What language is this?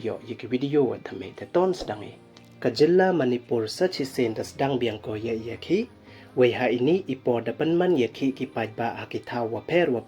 Pnar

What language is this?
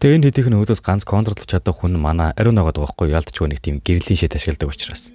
Mongolian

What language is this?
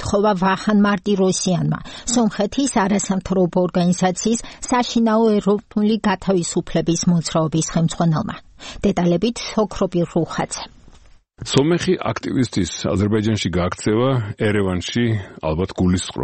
Georgian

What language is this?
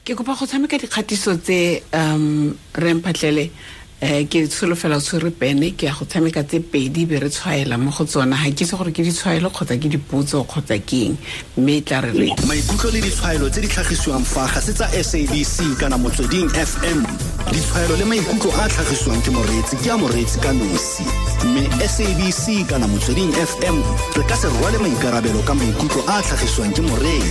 Tswana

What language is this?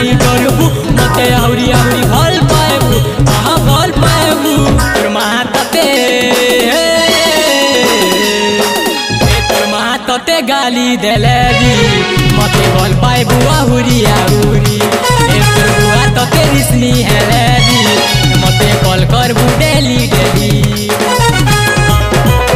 Sambalpuri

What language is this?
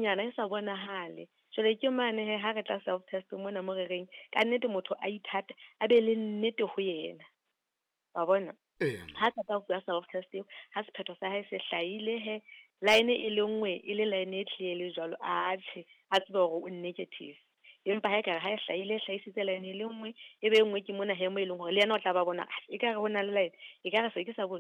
Southern Sotho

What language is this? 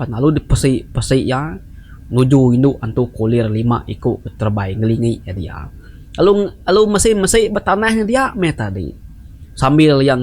Iban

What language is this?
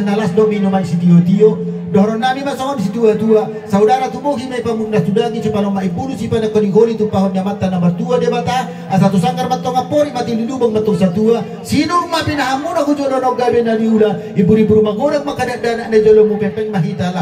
Batak Toba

